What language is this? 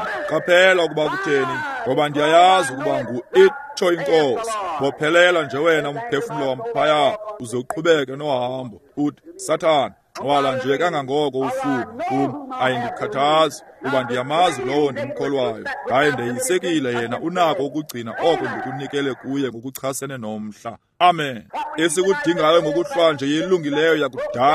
Xhosa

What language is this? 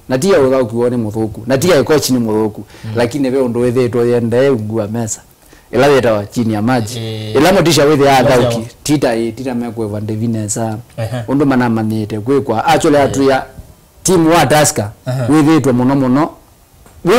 Kamba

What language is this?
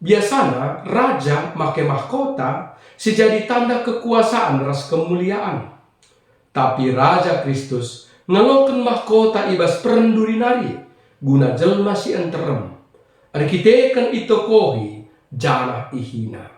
Batak Karo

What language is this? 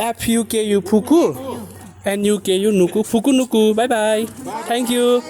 Nepali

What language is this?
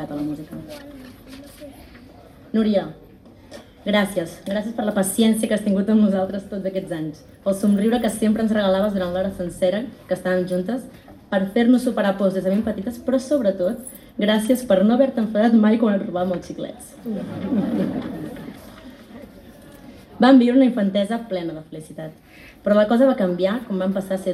Catalan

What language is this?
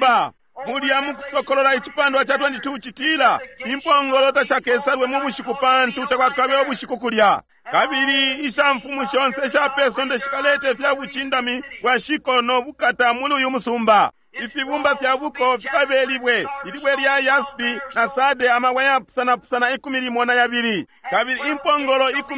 Bemba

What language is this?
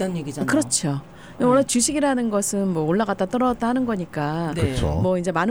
Korean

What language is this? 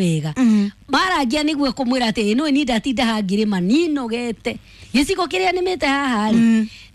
Kikuyu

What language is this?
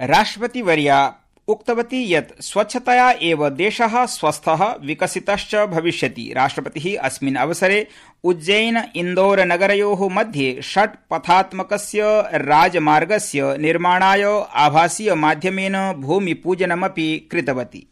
Sanskrit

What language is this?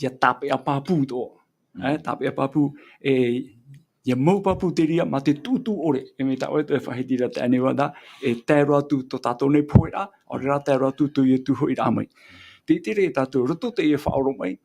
Tahitian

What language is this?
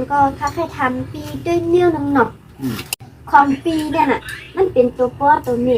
Shan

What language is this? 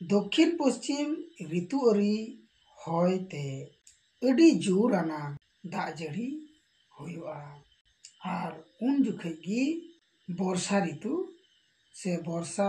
Santali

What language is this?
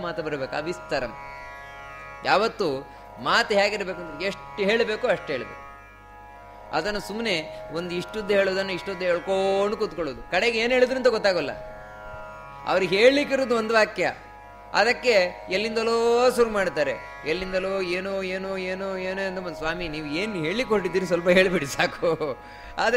Kannada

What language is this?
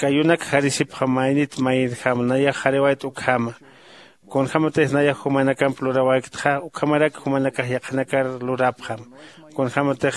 Aymara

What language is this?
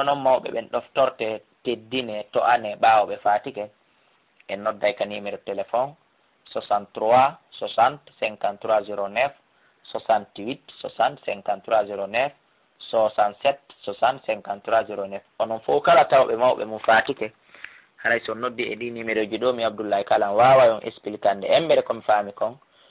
Fula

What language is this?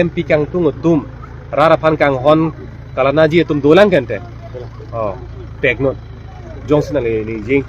Karbi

